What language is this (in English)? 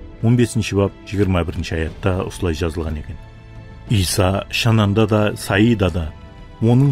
Kara-Kalpak